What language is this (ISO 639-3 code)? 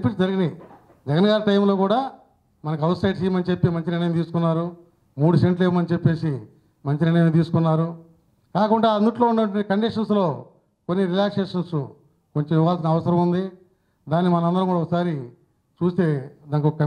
tel